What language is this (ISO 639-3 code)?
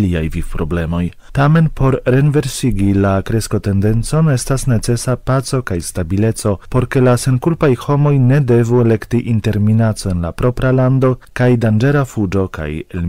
epo